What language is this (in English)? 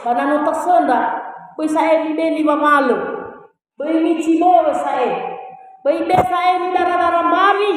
Nias